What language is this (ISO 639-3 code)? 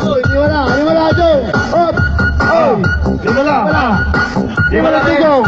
pag